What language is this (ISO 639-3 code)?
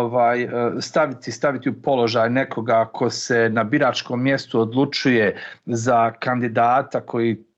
bos